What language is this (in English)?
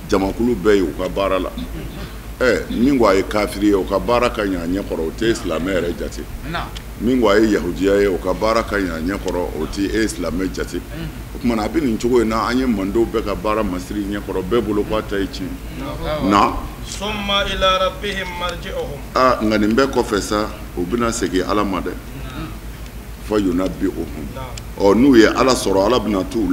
Bambara